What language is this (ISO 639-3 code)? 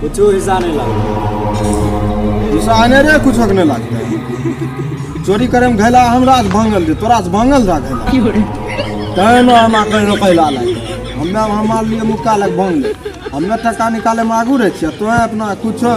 mai